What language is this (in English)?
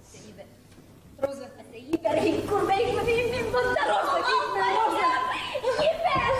Bashkir